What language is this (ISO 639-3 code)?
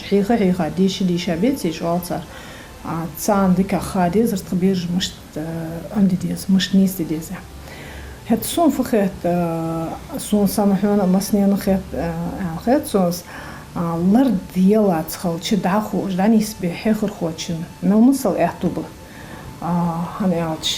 inh